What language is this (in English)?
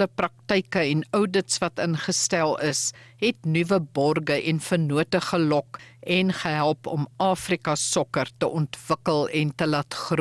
Afrikaans